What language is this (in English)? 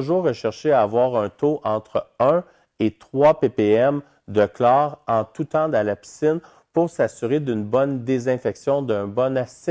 French